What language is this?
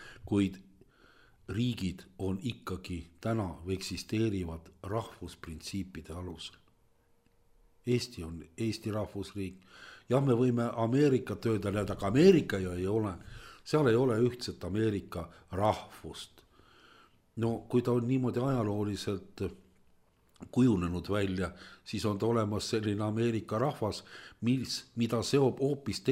Estonian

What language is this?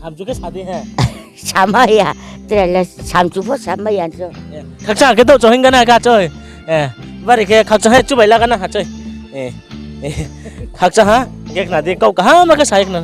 Riang (India)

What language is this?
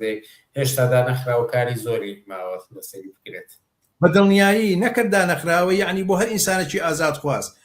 Central Kurdish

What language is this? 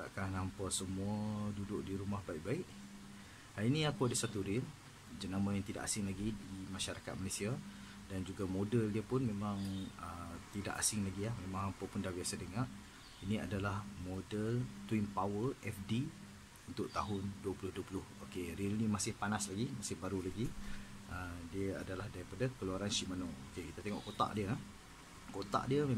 Malay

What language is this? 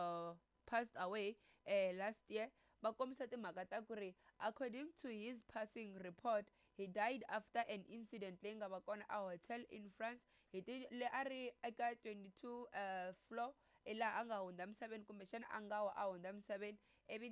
Tsonga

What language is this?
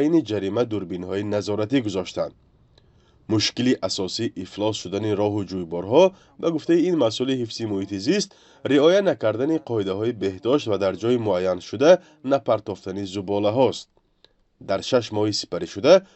Tajik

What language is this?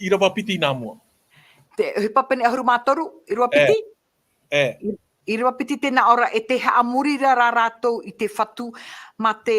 Tahitian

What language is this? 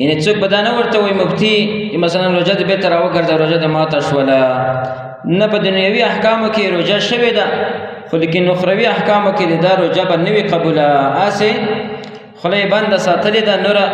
Pashto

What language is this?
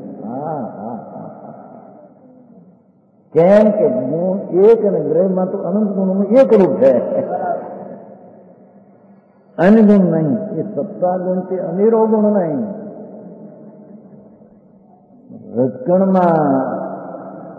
Gujarati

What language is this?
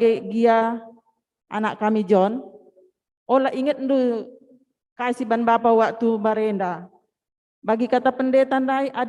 Batak Karo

